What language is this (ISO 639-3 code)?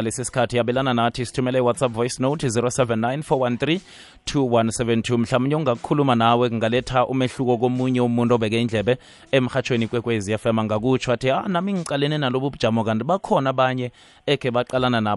nbl